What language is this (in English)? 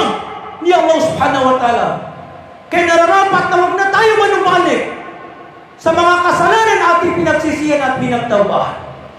Maranao